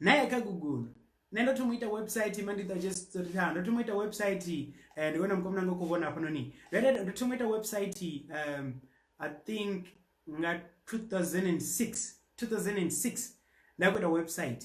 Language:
Venda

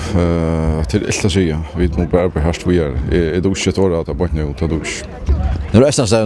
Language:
Faroese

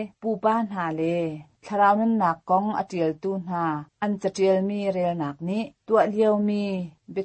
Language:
Hakha Chin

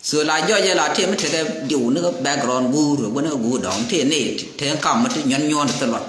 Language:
Nuer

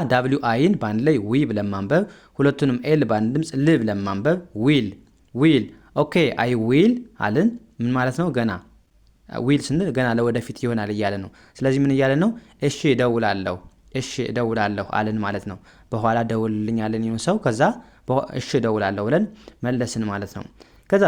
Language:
Amharic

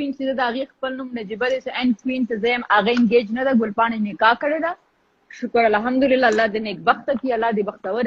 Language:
Pashto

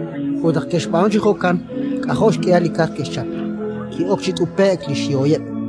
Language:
Kekchí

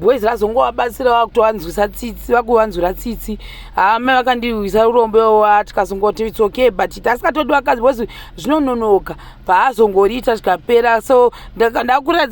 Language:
Shona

